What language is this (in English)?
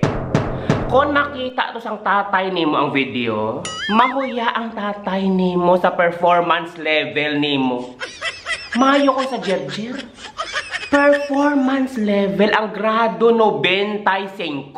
Hiligaynon